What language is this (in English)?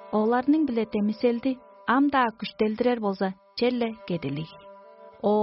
Tuvinian